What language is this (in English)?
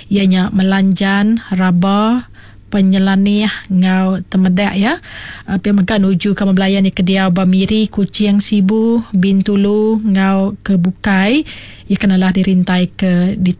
Iban